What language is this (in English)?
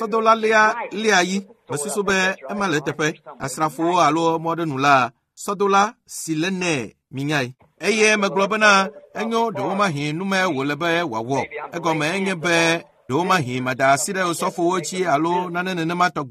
Ewe